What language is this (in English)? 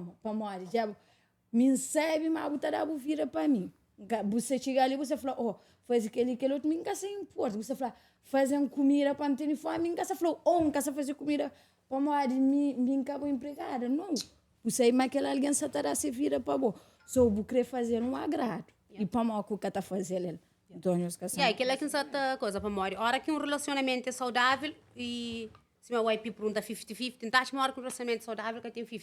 Kabuverdianu